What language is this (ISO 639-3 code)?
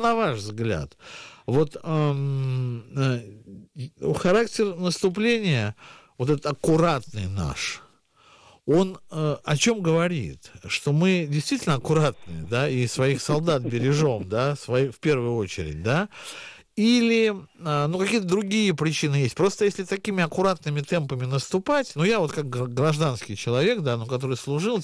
rus